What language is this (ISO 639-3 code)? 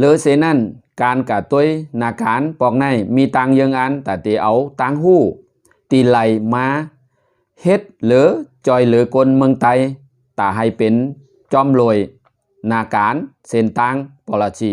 shn